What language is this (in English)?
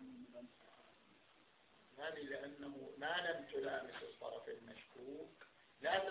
Arabic